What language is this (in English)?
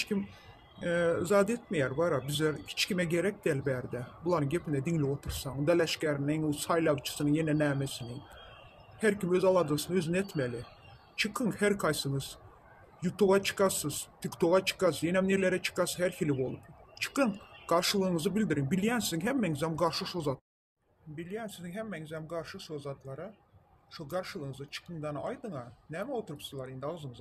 Turkmen